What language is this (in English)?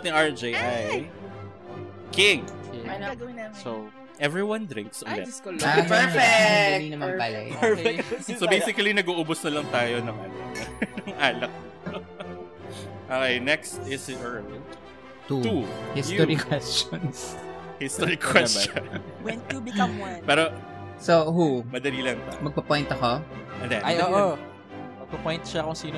Filipino